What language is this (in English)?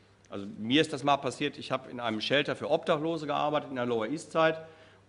German